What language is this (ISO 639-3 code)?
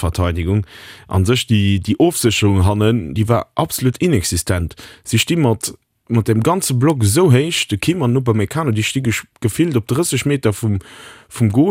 ltz